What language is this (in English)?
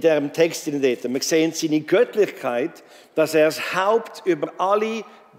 Swiss German